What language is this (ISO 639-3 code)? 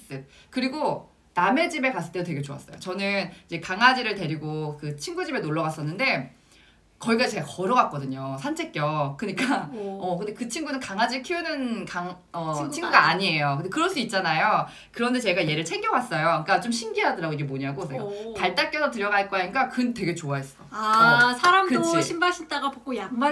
kor